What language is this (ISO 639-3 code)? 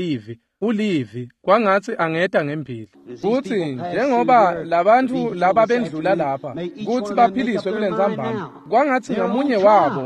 ssw